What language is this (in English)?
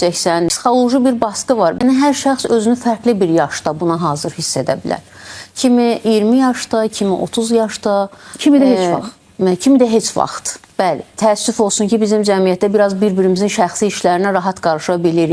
Azerbaijani